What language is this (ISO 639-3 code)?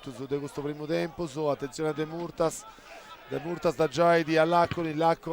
srd